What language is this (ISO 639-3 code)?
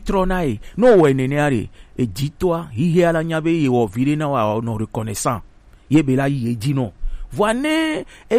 gej